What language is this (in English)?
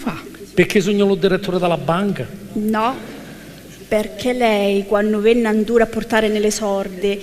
Sicilian